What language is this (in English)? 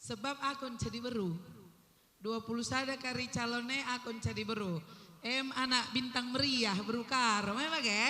Batak Karo